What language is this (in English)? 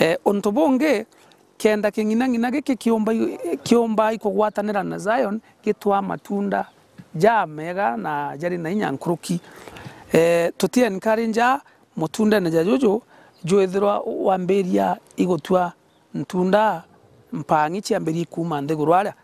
Meru